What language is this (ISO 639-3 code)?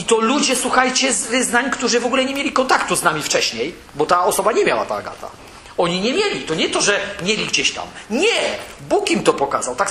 pol